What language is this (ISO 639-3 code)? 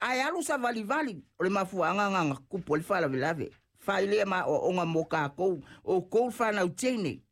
smo